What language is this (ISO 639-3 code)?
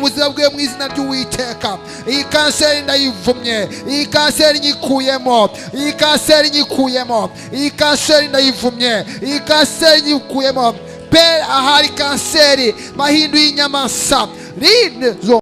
kin